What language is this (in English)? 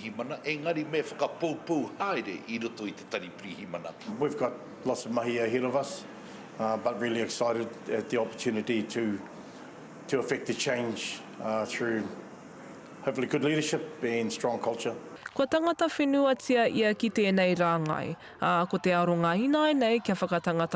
Māori